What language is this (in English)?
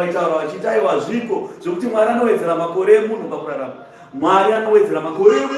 Shona